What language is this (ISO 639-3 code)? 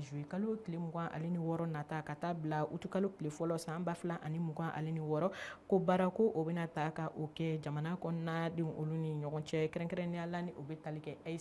bam